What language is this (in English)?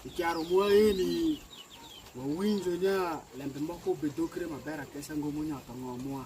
Alur